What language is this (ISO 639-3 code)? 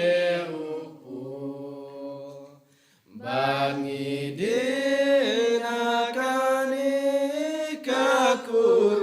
kha